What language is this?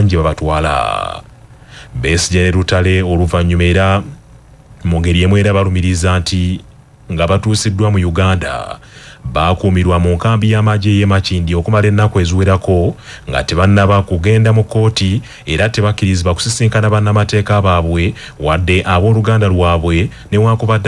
Ganda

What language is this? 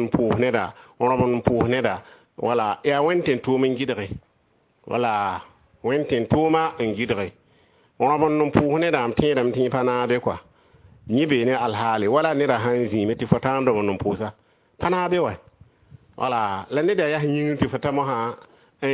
Mossi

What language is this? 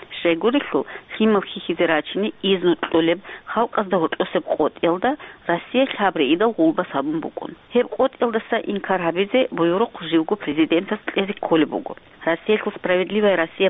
Avaric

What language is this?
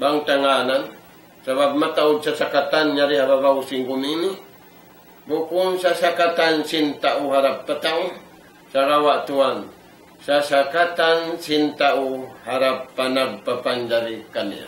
Tausug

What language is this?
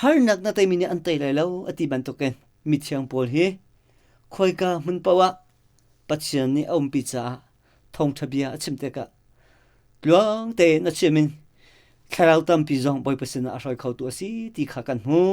Hakha Chin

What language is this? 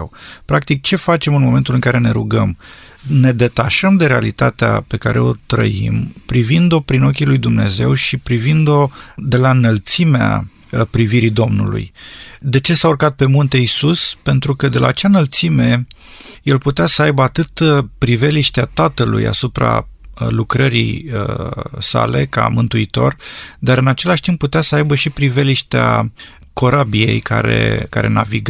Romanian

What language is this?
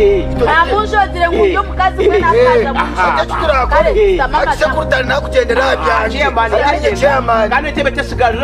Nyankole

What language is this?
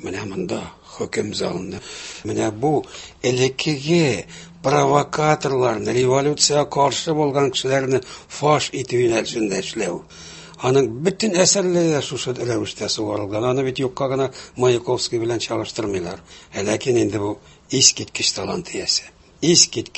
Tatar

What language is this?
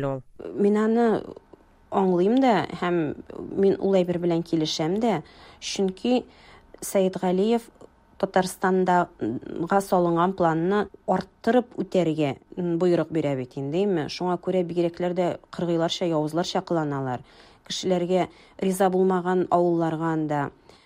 Tatar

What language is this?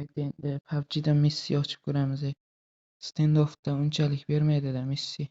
Uzbek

